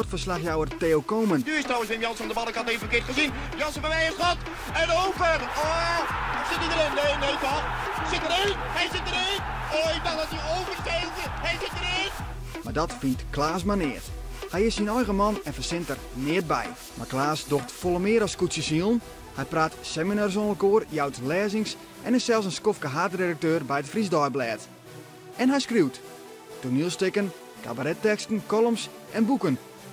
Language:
Western Frisian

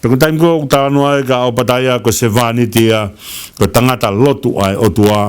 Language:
Tongan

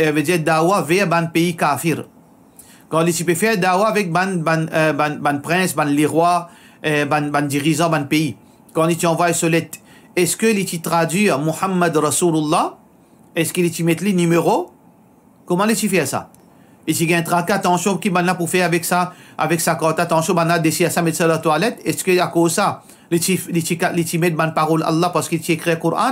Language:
Morisyen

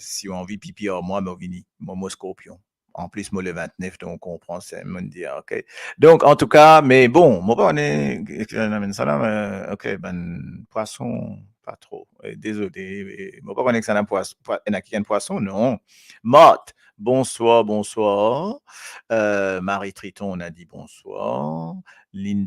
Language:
Morisyen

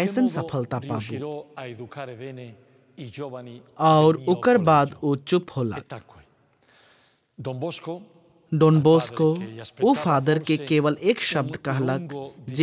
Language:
Sadri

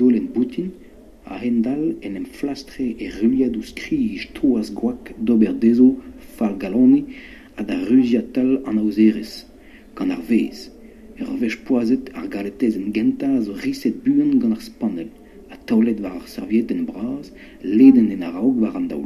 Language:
Breton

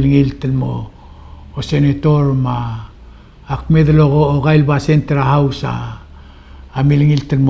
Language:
Palauan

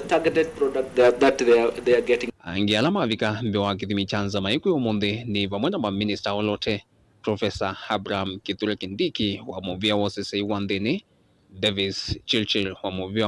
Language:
Kamba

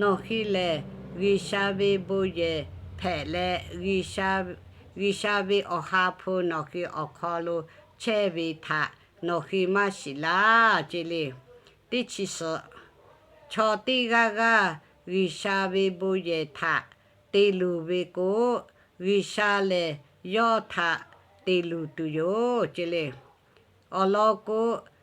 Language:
Lahu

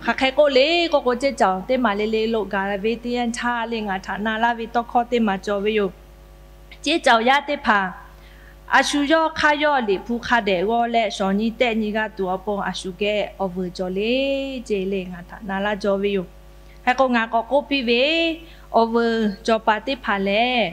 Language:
Lahu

